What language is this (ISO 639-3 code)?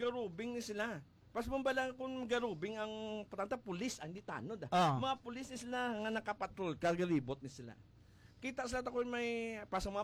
hil